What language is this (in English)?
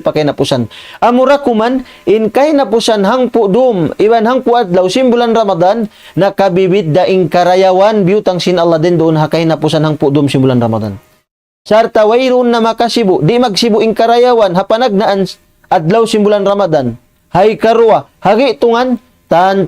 Tausug